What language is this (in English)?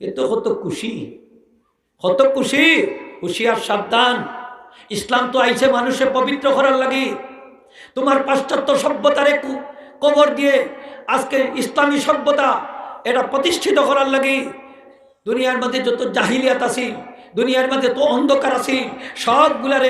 Sylheti